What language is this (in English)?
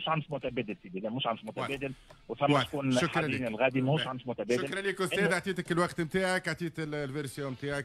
Tunisian Arabic